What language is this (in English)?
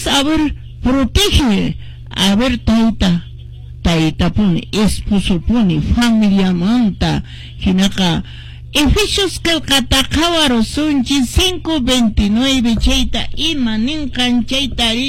Quechua